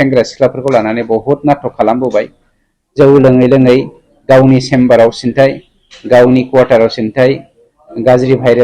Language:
Bodo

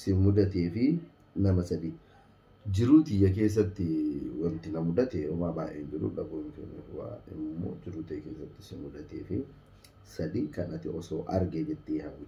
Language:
Oromo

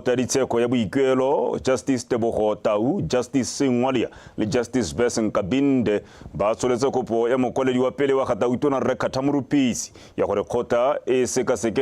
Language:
Tswana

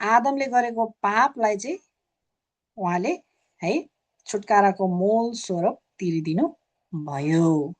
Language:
Nepali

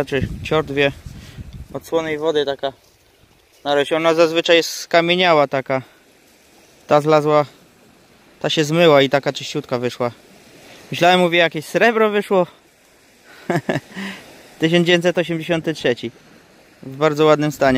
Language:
Polish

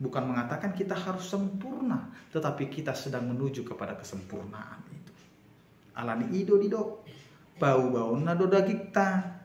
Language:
Batak Toba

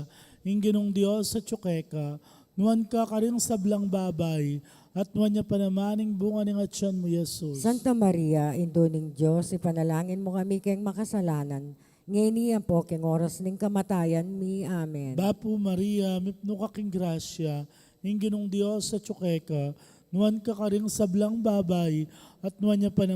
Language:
Pampanga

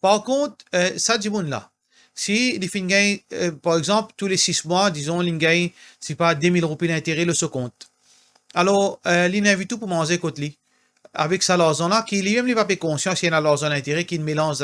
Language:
Morisyen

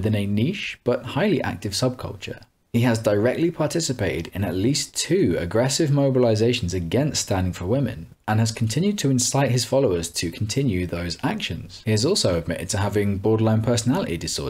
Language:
English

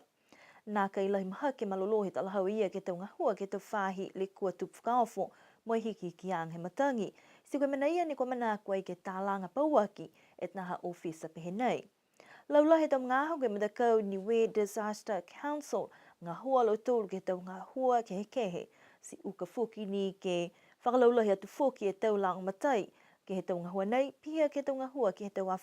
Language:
Niuean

